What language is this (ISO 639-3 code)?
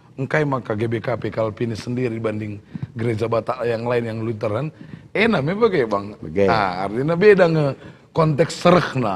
btx